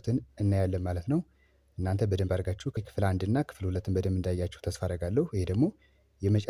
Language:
Amharic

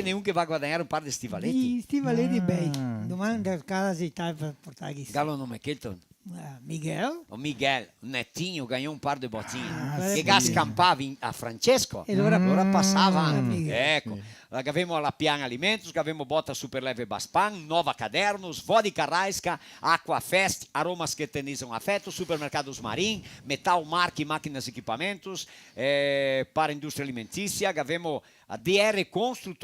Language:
Venetian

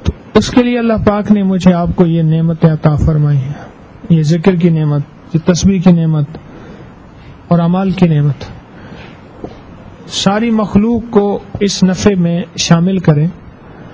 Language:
Urdu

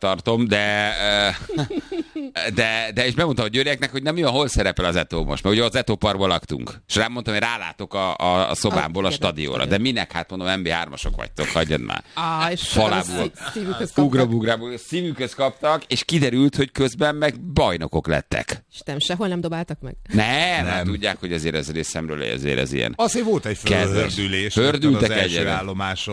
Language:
Hungarian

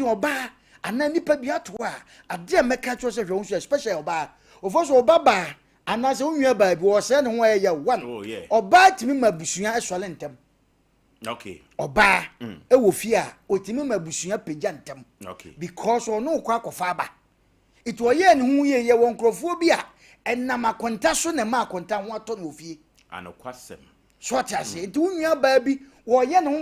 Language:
Akan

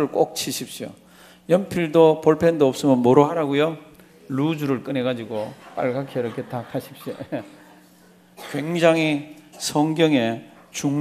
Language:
Korean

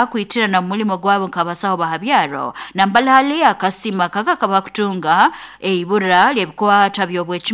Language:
Nyankole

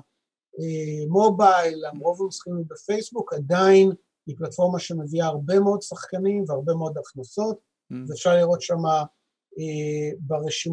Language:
Hebrew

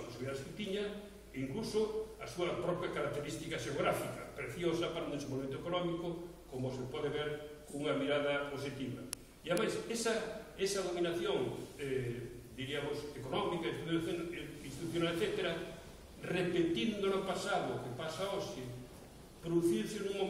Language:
Galician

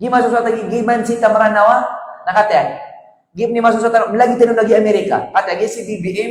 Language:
Maranao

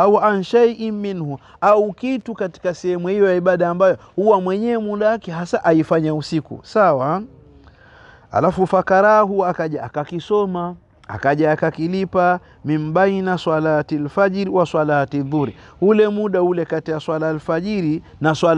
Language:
Swahili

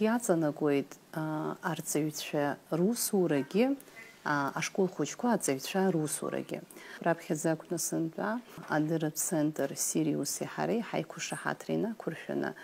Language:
Abkhazian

